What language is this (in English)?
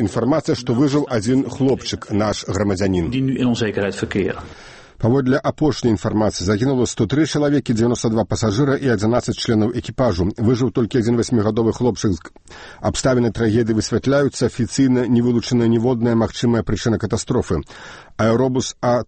Belarusian